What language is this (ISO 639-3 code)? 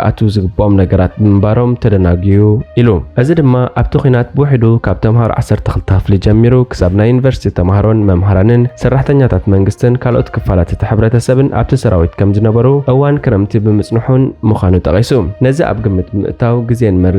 tir